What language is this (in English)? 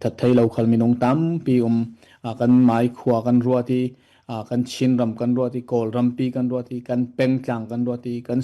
Falam Chin